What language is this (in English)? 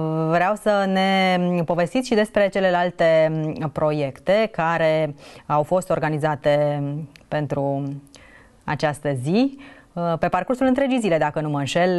Romanian